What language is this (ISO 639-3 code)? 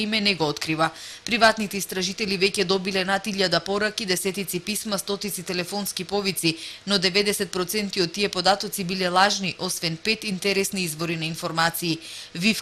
mkd